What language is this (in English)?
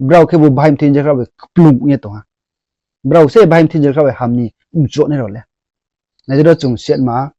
Riang (India)